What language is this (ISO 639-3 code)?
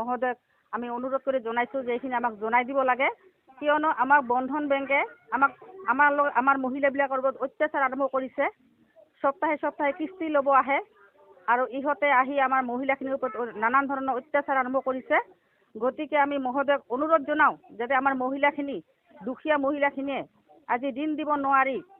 asm